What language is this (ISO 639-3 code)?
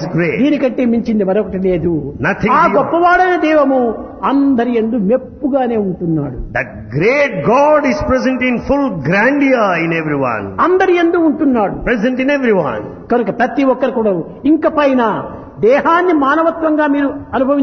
tel